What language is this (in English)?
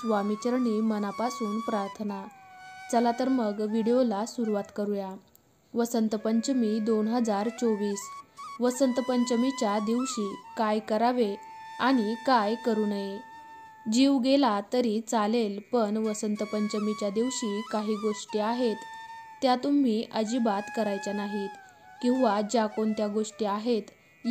Marathi